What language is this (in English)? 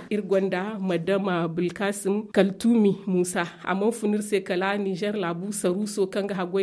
Zarma